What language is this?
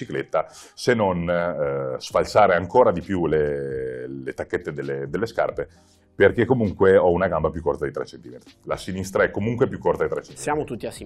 Italian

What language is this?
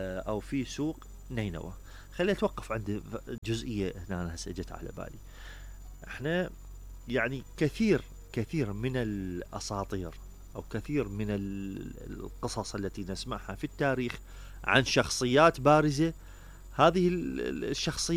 Mesopotamian Arabic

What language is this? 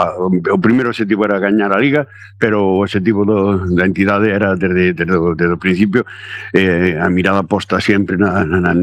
Galician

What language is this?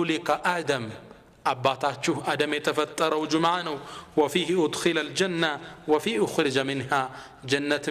Amharic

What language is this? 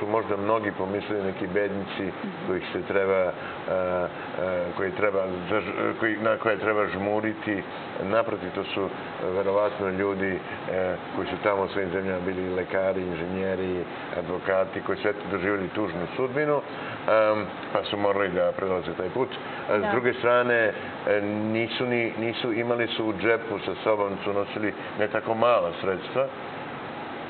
Serbian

